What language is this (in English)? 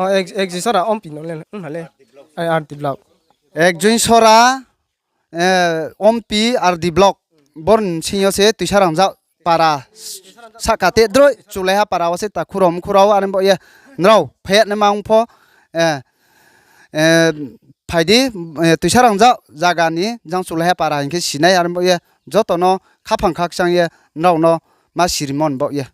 Riang (India)